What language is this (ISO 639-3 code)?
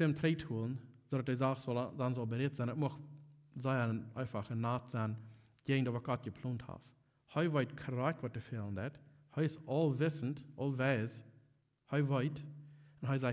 pdt